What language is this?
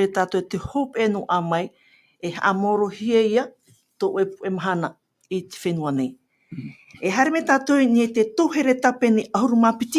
Tahitian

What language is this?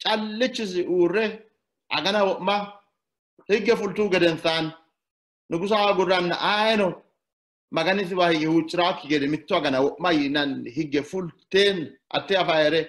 Sidamo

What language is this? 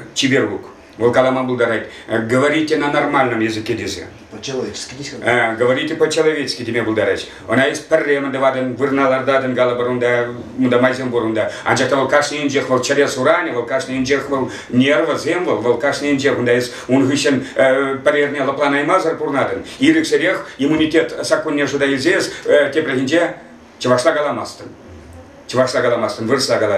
Chuvash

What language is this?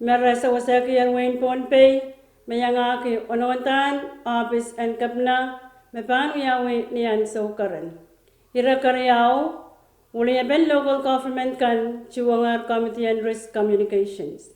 Pohnpeian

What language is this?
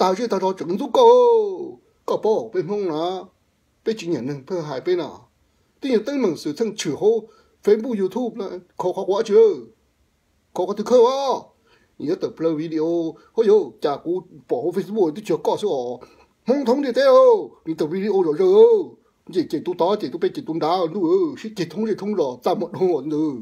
Hmong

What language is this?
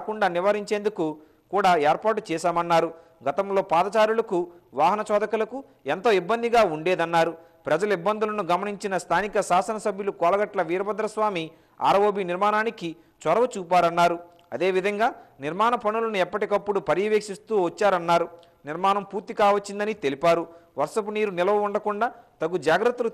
Telugu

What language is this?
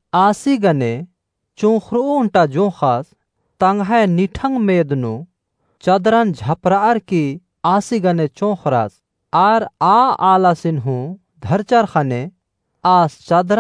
Kurukh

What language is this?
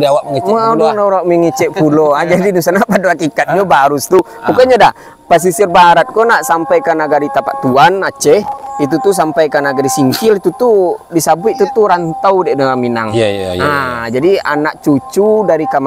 Minangkabau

